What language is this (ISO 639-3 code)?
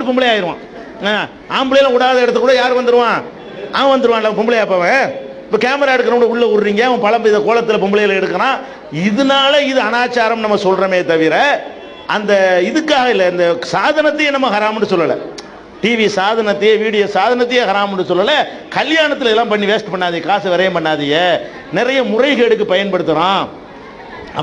tam